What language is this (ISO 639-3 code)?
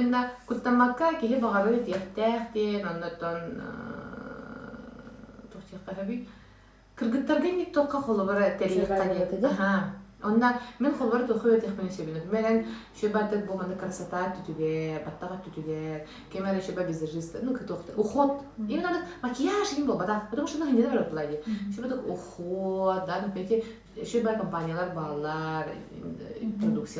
sah